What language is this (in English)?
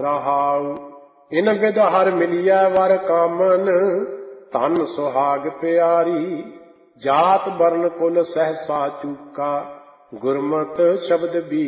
Punjabi